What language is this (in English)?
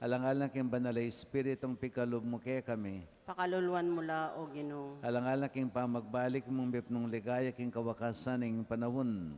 Pampanga